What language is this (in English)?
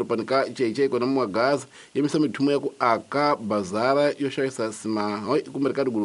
Tsonga